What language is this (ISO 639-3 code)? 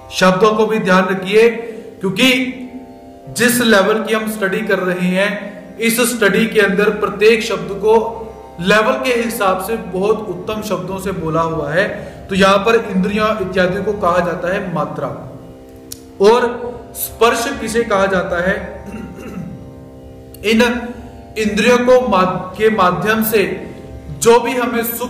hin